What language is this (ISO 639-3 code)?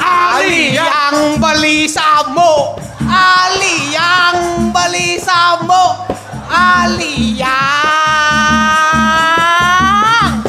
ban